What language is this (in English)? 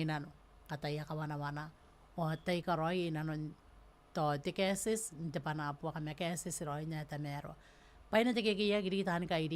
Gilbertese